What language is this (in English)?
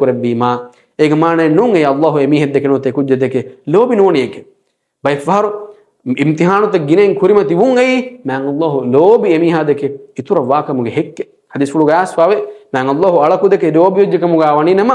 Divehi